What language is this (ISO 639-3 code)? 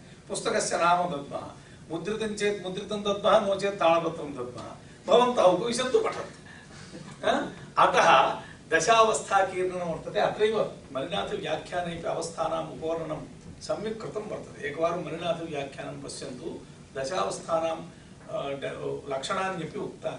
san